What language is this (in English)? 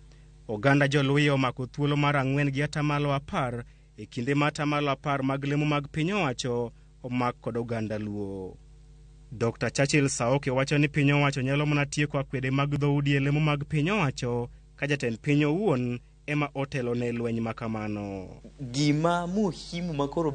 Luo (Kenya and Tanzania)